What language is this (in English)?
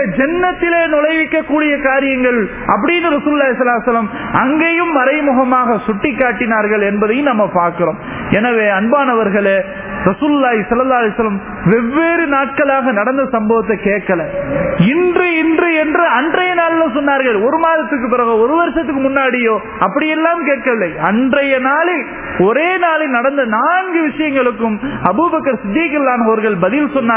Tamil